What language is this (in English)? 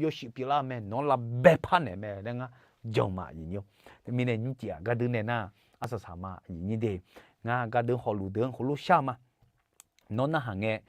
Akha